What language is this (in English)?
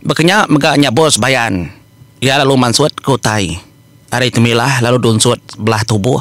Iban